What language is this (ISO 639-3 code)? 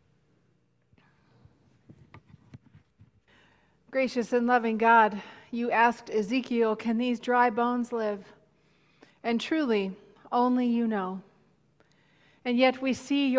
eng